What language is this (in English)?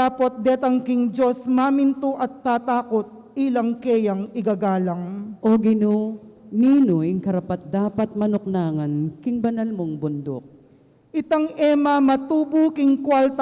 Pampanga